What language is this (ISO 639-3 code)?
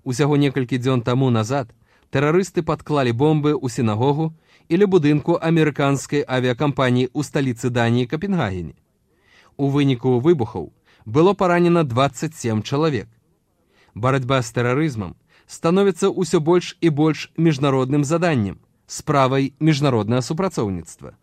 bel